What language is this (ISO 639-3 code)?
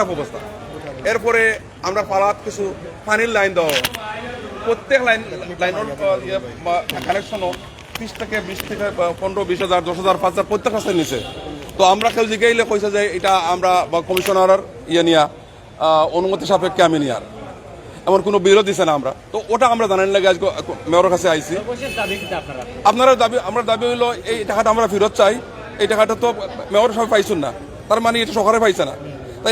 syl